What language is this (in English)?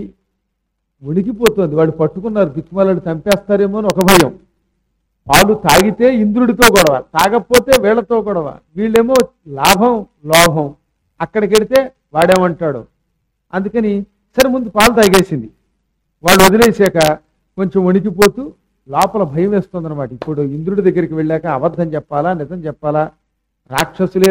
Telugu